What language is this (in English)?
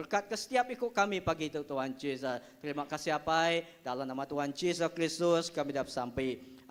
Iban